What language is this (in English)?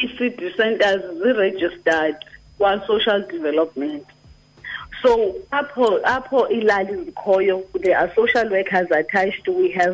Xhosa